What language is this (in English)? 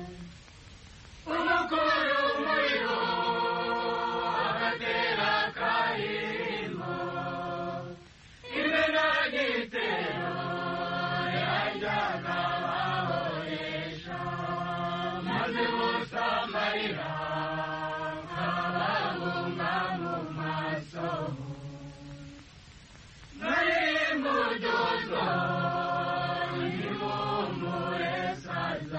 Kinyarwanda